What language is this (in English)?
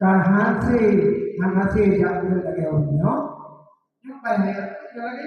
Achinese